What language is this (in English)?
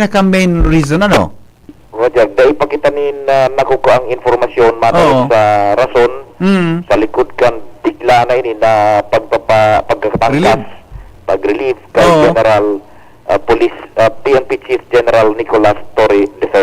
Bikol